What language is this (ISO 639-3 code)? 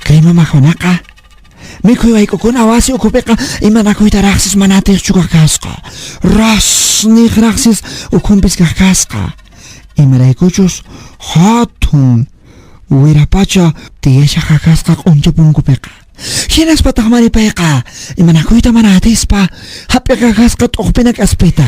que